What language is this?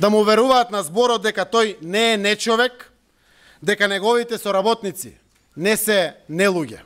Macedonian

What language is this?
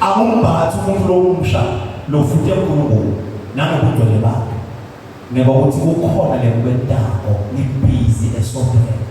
Zulu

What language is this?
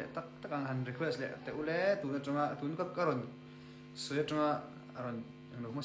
Mizo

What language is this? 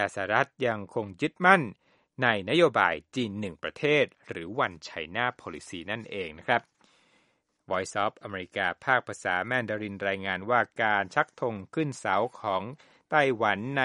Thai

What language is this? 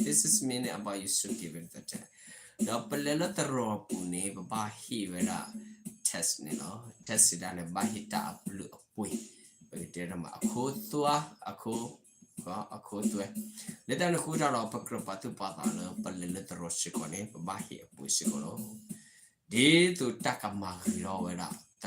S'gaw Karen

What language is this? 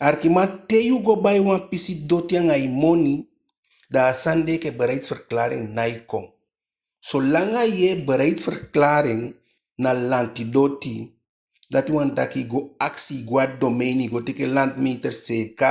Eastern Maroon Creole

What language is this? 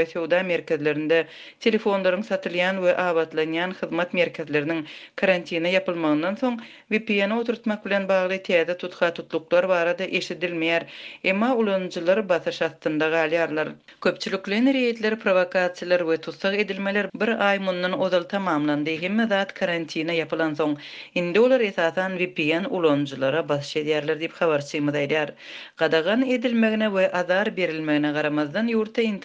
Turkmen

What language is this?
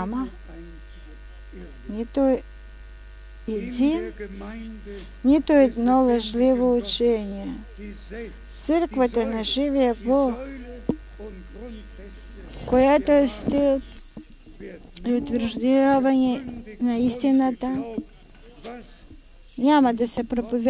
Bulgarian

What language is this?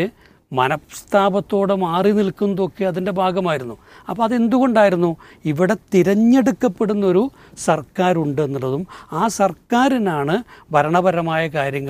Malayalam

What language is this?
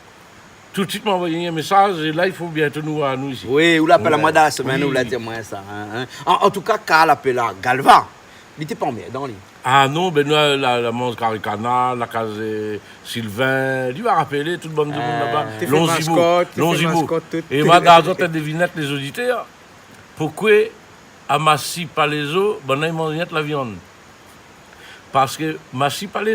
Réunion Creole French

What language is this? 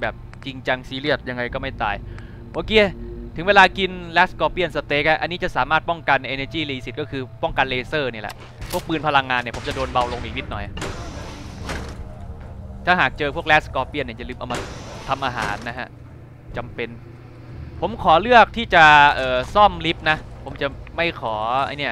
Thai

